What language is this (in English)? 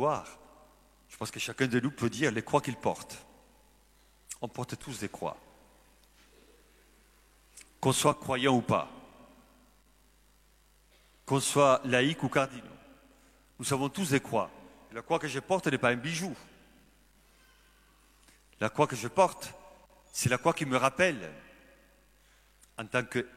French